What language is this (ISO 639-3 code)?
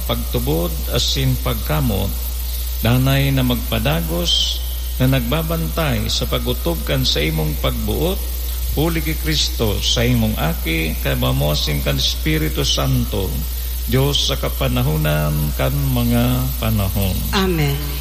bik